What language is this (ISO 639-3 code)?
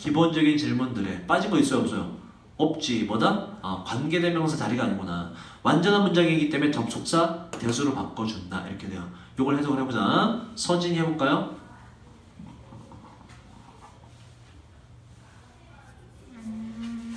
kor